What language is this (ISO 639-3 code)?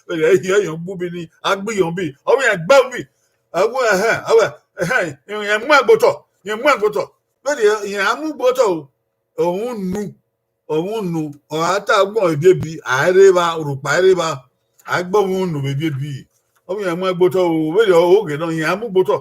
bin